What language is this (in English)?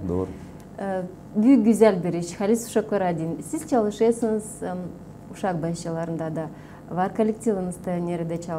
Gagauz